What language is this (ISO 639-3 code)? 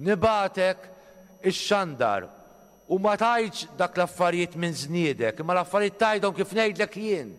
mlt